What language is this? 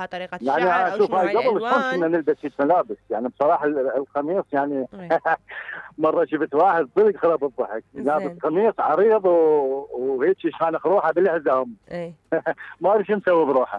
Mesopotamian Arabic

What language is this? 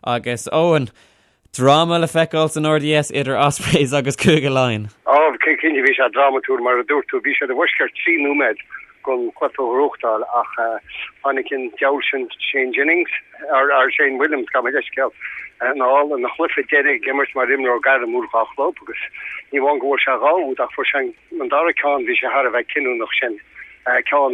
Irish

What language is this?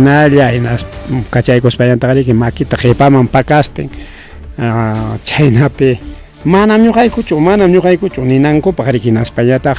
Ayacucho Quechua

